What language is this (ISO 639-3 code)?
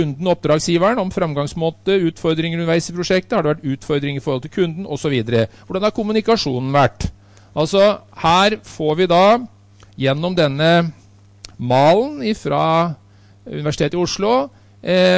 nor